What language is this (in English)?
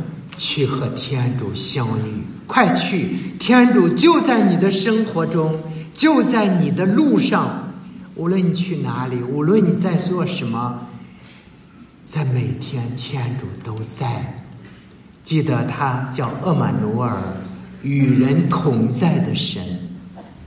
Chinese